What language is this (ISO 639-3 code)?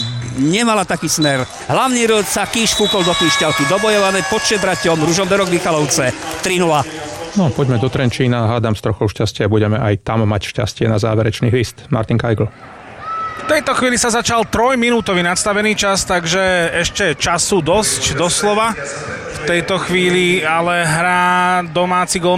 slk